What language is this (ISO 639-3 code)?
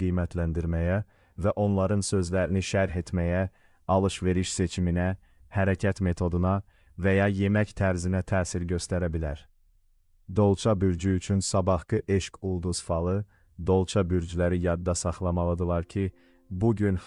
aze